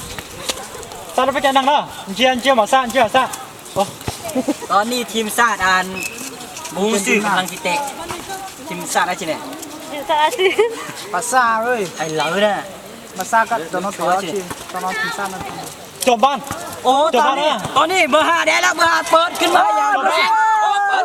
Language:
Lao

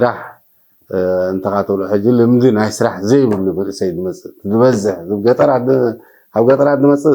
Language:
Tigrinya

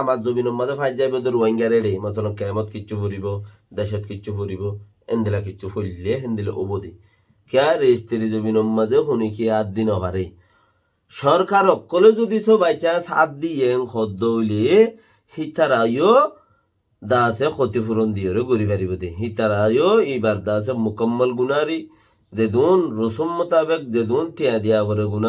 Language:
Rohingya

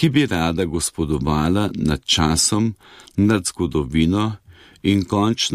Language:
Slovenian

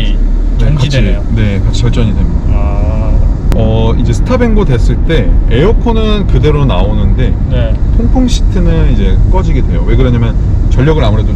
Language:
Korean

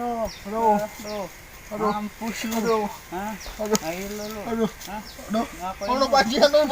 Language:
Betawi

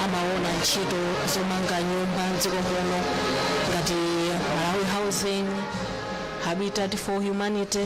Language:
Nyanja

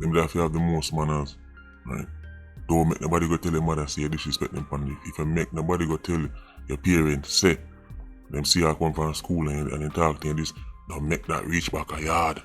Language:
Jamaican Creole English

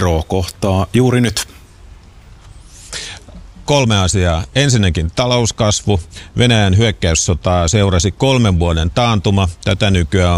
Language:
Finnish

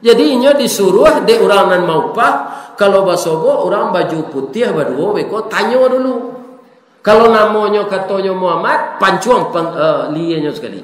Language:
Minangkabau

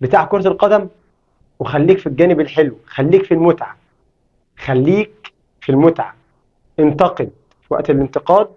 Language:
Egyptian Arabic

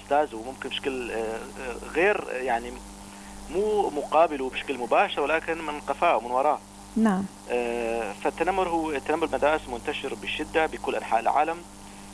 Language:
North Levantine Arabic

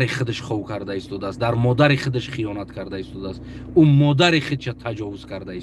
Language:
Tajik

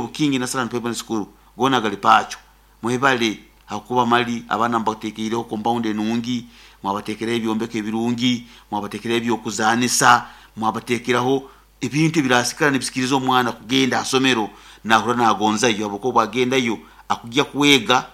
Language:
Nyoro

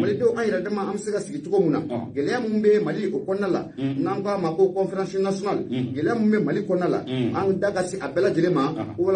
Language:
Bambara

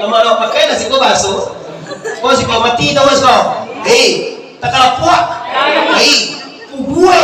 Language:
Minangkabau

